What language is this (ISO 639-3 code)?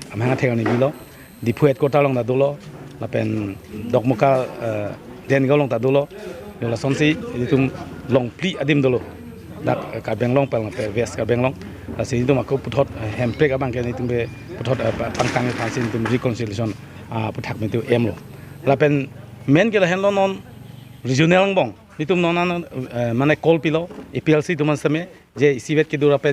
mjw